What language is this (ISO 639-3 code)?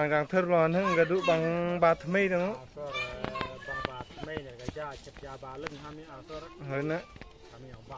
kha